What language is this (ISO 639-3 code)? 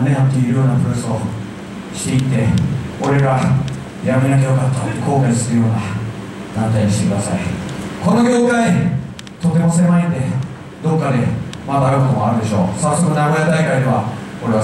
jpn